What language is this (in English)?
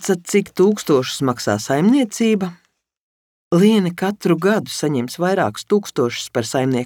Latvian